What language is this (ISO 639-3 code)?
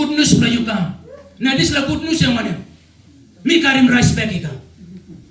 tpi